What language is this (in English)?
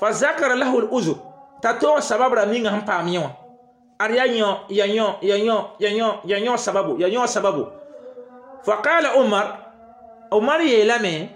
Mossi